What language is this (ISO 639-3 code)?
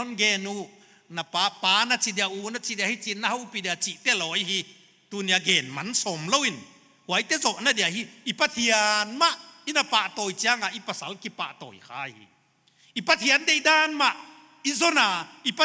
pck